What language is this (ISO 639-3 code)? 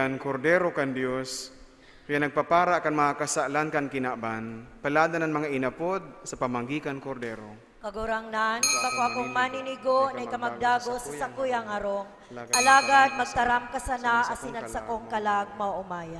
bik